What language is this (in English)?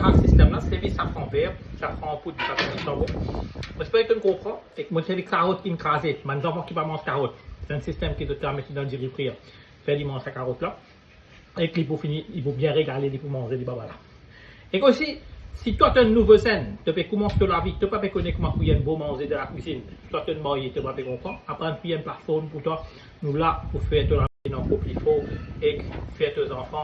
Morisyen